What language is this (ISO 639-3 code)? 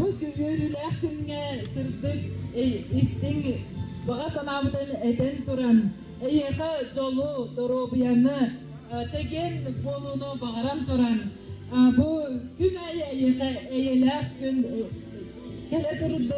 sah